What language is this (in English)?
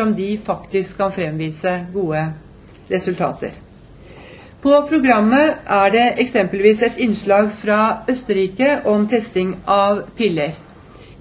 Norwegian